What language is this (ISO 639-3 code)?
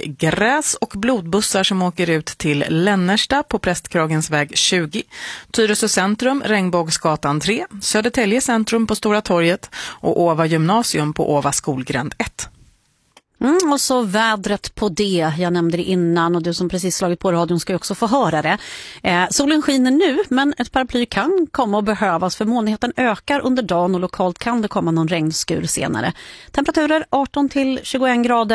swe